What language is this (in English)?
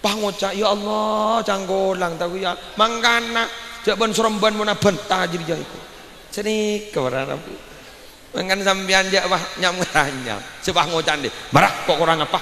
Madurese